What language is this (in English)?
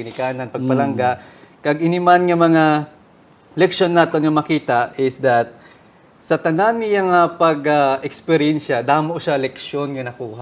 Hiligaynon